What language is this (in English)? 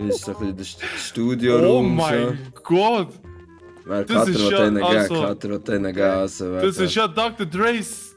Swiss German